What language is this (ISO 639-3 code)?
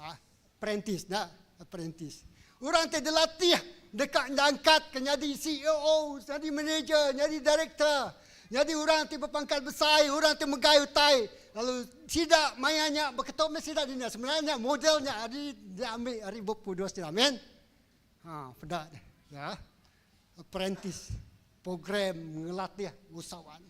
iba